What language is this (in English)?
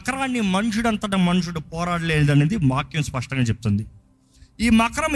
Telugu